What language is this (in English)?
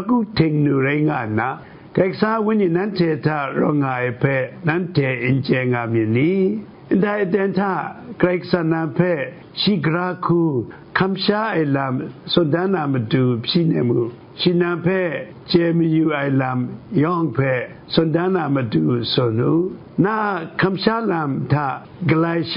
Kachin